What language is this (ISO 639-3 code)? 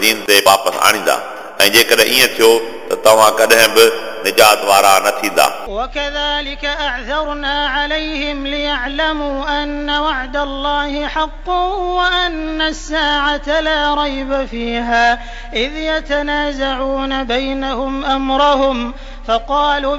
snd